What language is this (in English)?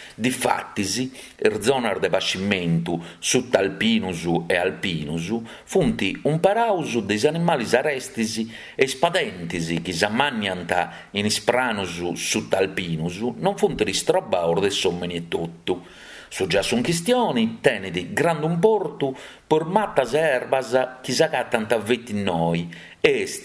Sardinian